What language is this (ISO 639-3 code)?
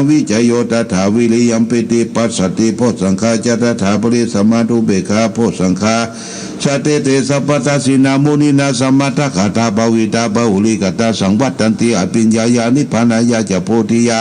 pli